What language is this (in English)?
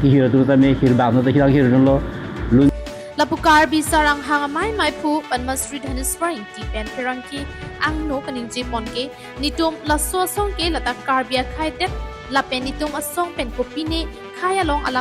Karbi